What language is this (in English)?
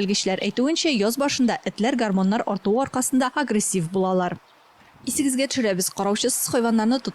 Tatar